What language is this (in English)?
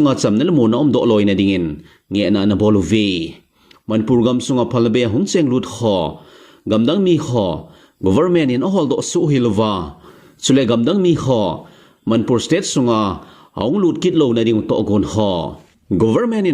Thado Chin